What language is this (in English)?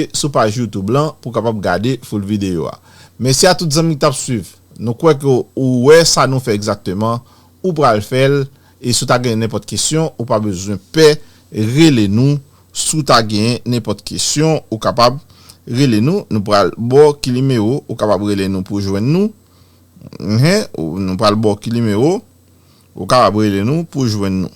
Haitian Creole